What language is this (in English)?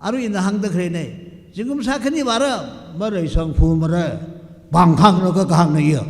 Tangkhul Naga (India)